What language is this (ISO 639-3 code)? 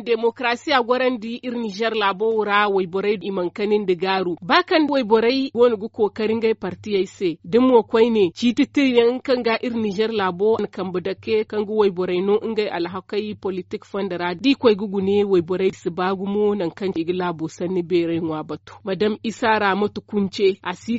dje